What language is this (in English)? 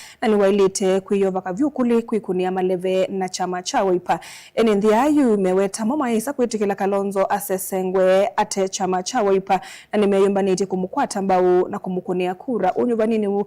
Kamba